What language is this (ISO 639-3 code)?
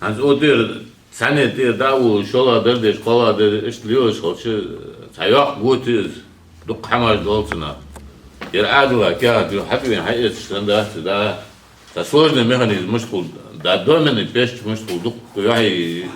inh